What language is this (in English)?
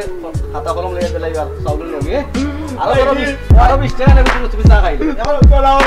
Sylheti